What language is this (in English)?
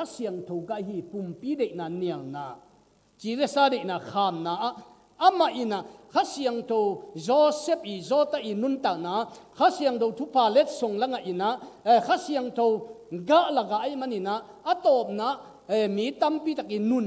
Tedim Chin